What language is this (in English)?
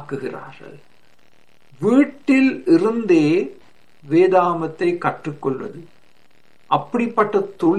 Tamil